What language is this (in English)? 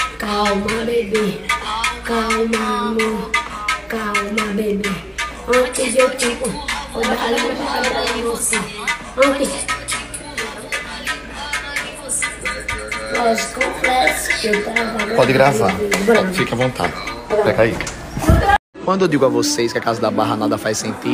Portuguese